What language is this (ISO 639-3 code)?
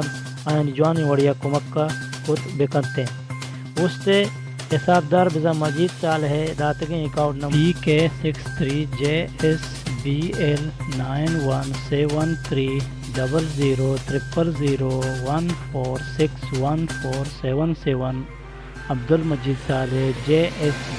bal